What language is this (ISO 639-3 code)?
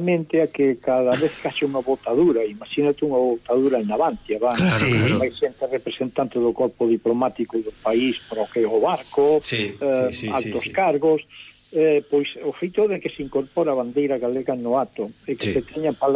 glg